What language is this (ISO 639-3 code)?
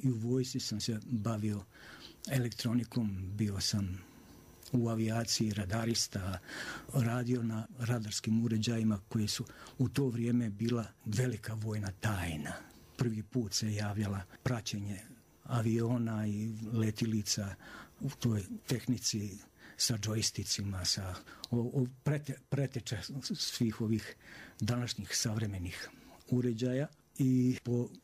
srp